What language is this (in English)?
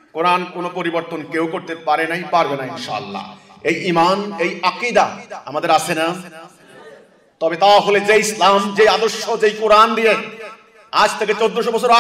Bangla